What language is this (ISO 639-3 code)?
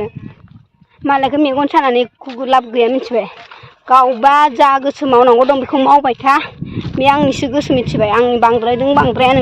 brx